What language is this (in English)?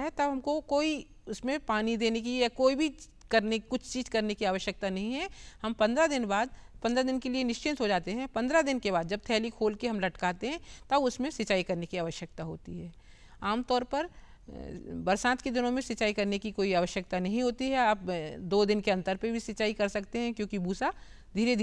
Hindi